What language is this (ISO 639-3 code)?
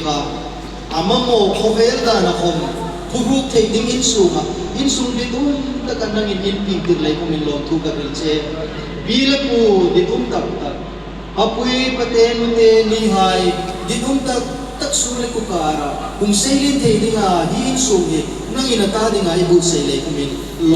hmr